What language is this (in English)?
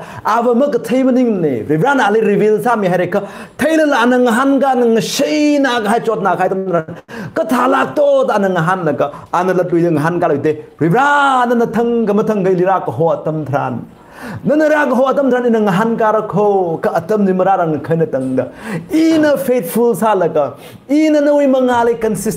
Tangkhul Naga (India)